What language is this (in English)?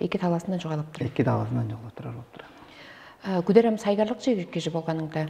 Tuvinian